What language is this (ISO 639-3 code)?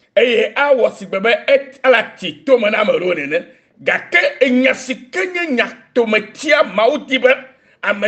ewe